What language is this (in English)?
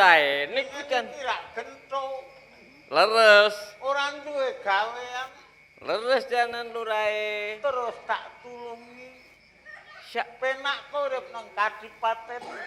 Javanese